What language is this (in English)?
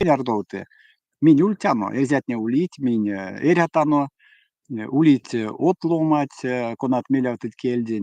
Erzya